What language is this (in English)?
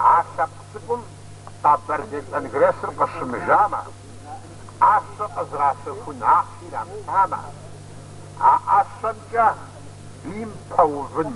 Kabardian